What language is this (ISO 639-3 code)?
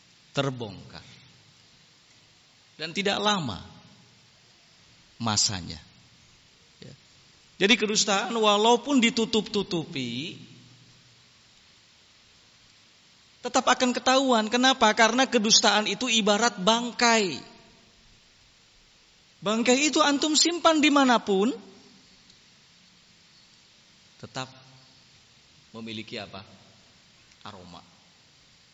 ind